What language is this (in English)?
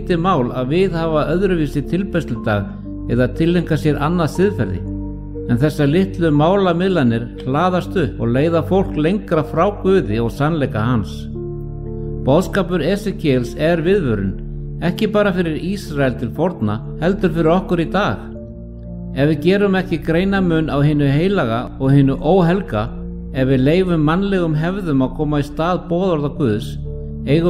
Icelandic